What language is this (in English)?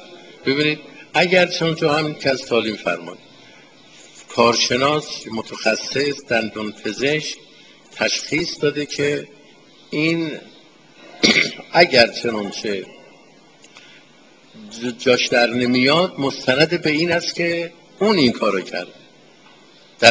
Persian